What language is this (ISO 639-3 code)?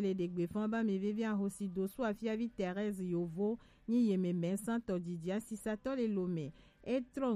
gej